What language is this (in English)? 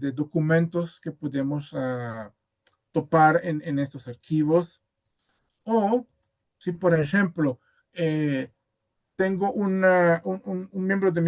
Ladino